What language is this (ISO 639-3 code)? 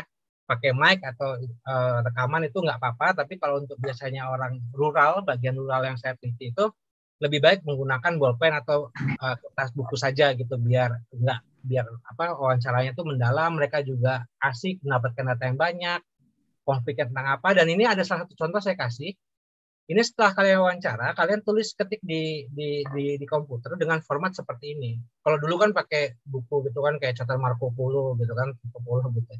ind